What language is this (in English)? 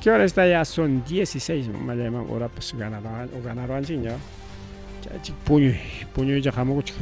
Ayacucho Quechua